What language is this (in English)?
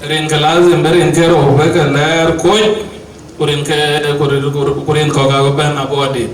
Dinka